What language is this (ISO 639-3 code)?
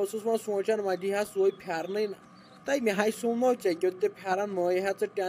kas